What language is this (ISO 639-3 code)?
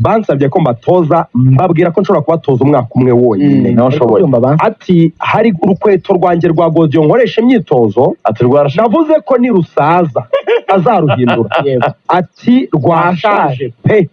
kin